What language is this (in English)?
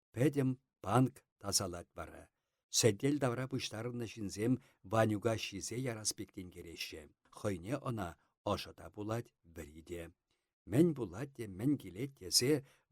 Chuvash